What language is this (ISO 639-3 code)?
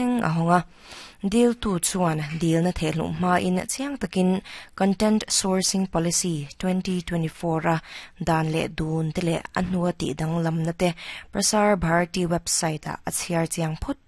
lus